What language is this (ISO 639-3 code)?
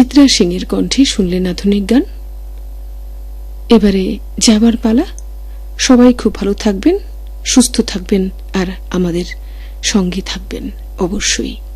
ben